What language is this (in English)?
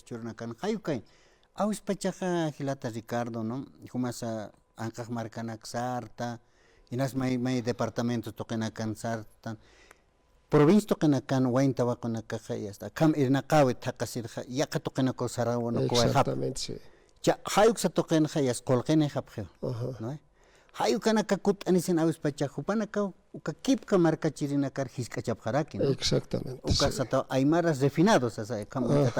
Aymara